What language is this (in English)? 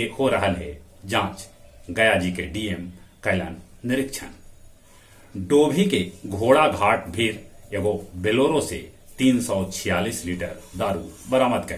Magahi